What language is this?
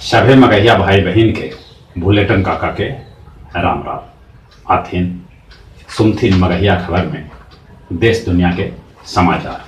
Magahi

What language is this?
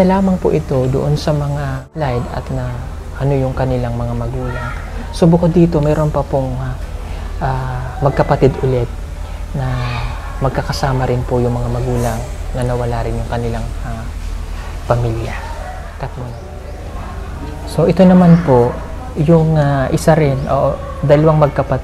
Filipino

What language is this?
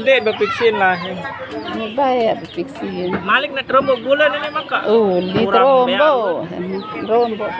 Sasak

